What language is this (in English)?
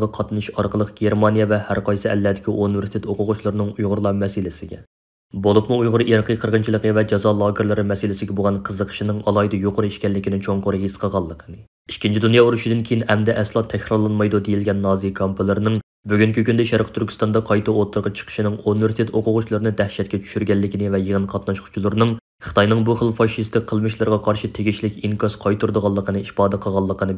Uyghur